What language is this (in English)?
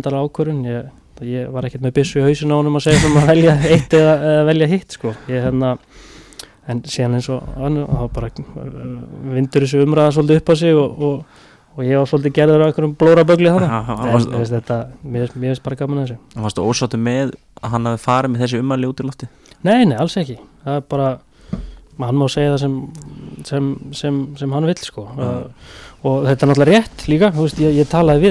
Icelandic